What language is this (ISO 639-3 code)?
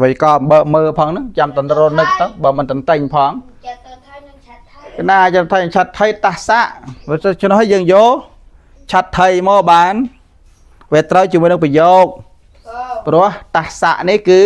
khm